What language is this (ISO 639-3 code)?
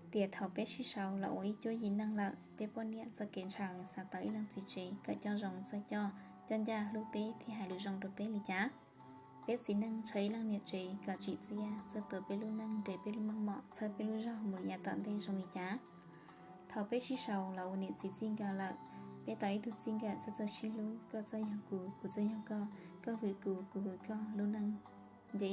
hmn